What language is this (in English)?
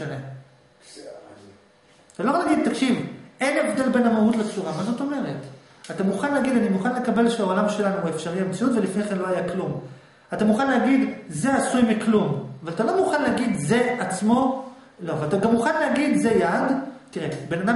Hebrew